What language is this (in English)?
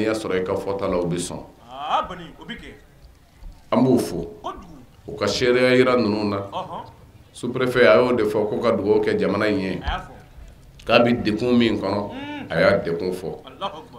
Bambara